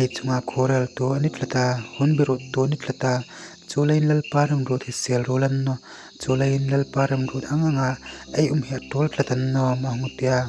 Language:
Hmar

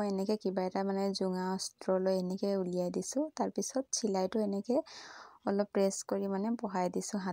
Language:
Assamese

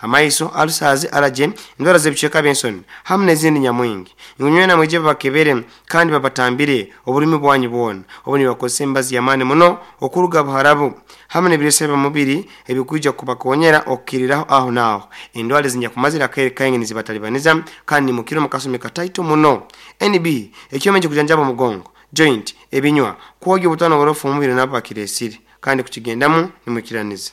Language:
Nyoro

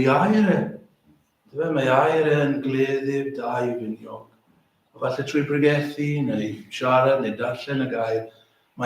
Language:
Welsh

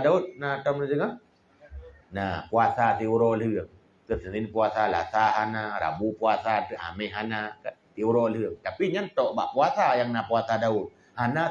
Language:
Achinese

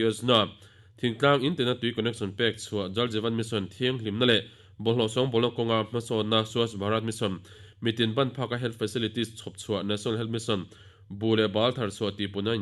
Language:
Mizo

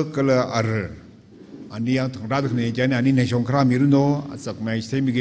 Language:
Tangkhul Naga (India)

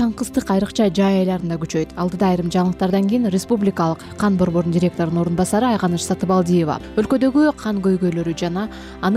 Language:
Kyrgyz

